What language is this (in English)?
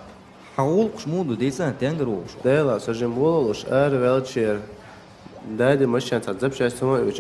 Chechen